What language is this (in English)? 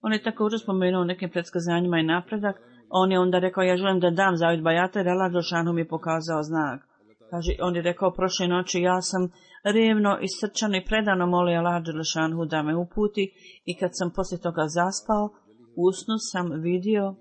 Bosnian